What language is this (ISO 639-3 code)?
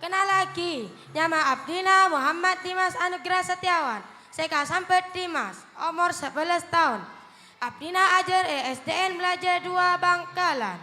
mad